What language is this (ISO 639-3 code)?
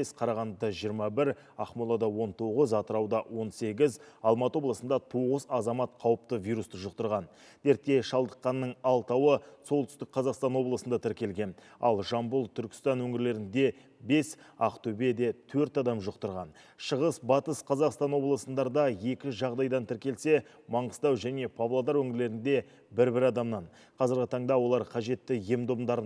kaz